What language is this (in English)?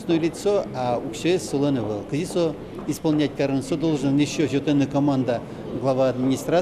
Udmurt